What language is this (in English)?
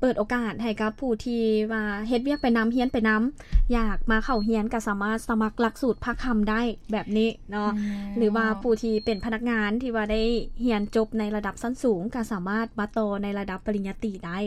Lao